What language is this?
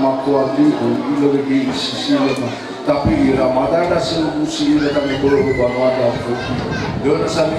Nias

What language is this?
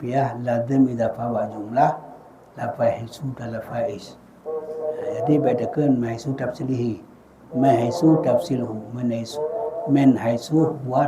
Achinese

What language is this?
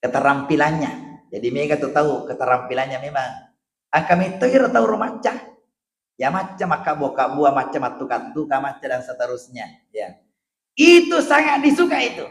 Buginese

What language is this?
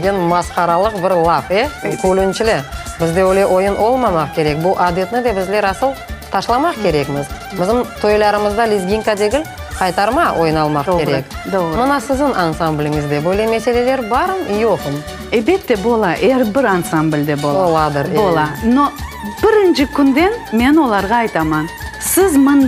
Crimean Tatar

